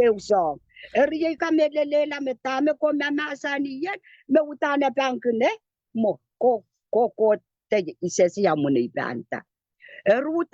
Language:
Pohnpeian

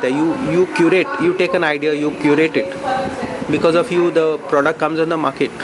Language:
Konkani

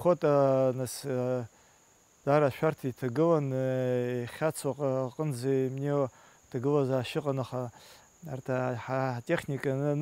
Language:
Abkhazian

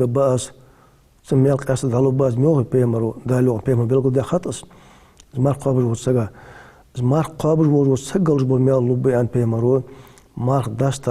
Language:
Ingush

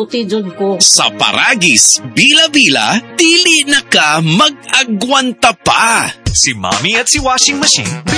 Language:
Cebuano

